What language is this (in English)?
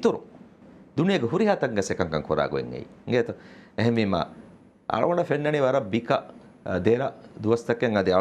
Divehi